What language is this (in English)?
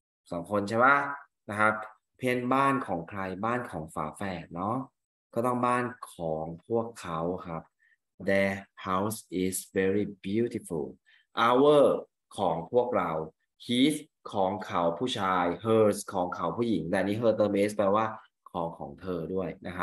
Thai